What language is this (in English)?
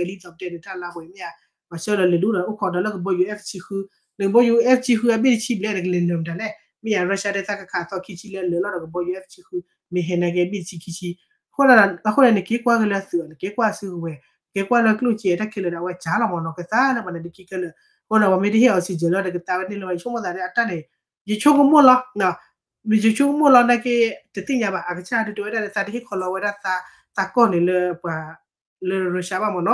S'gaw Karen